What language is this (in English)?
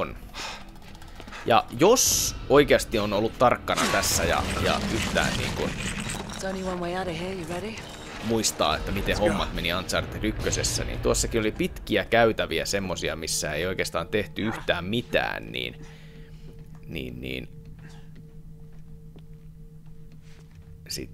Finnish